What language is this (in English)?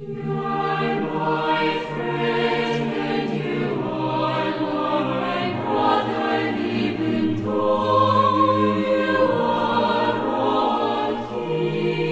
South Bolivian Quechua